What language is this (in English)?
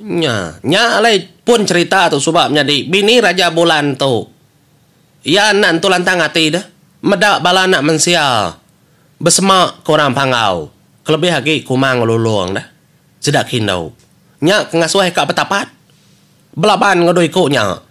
Iban